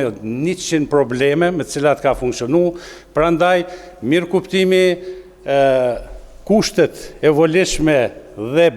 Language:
Albanian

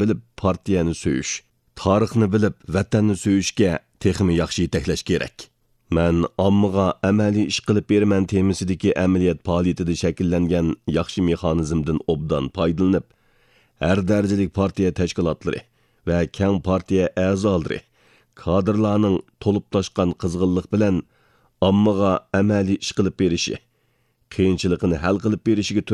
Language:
Uyghur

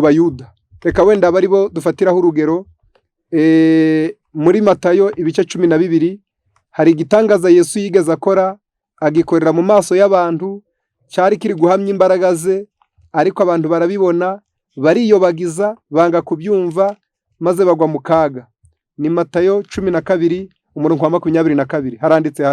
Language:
Kinyarwanda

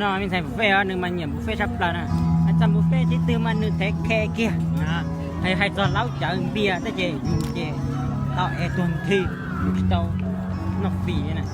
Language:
Hmong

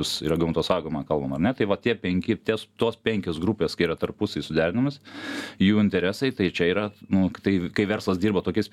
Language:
Lithuanian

